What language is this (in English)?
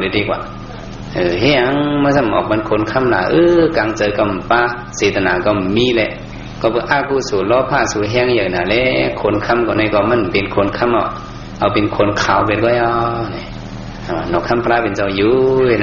Shan